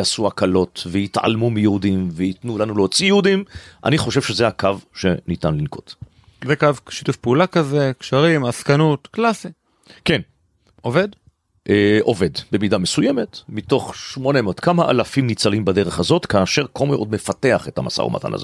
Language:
Hebrew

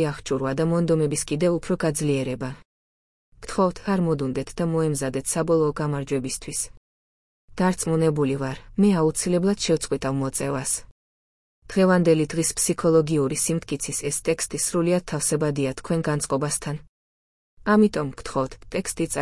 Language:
Georgian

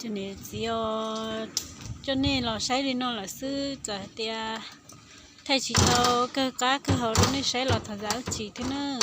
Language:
Hmong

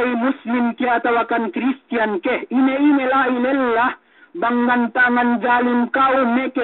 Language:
Yakan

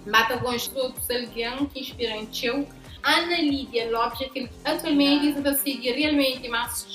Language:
Kabuverdianu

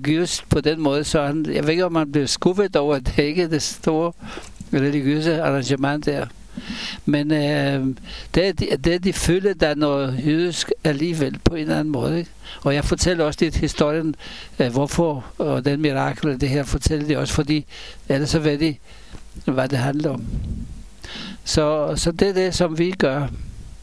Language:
Danish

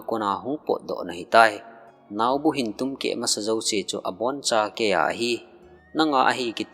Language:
Thado Chin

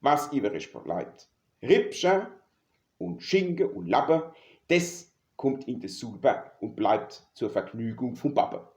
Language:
Palatine German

